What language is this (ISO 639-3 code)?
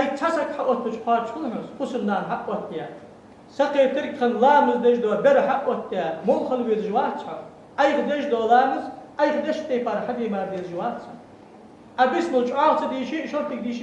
inh